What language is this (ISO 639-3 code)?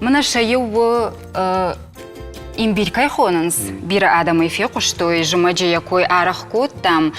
oss